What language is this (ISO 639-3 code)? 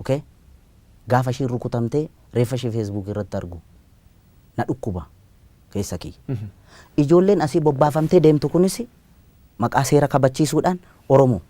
orm